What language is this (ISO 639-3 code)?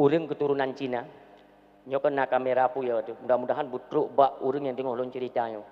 ace